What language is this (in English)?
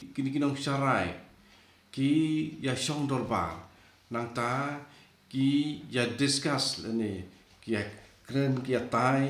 Khasi